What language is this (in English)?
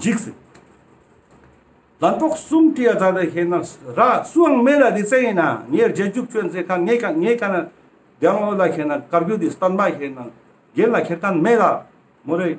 Ladakhi